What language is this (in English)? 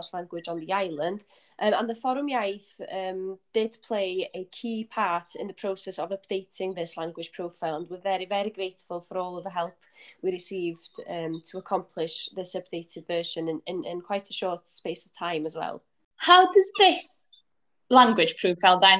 English